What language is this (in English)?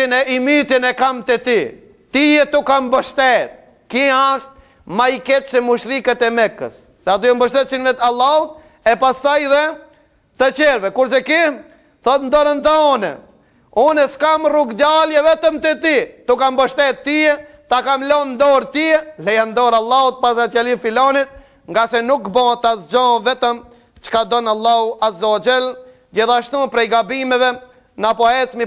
Albanian